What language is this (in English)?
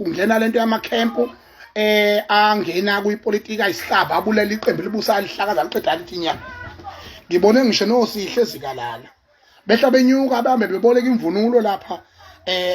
Zulu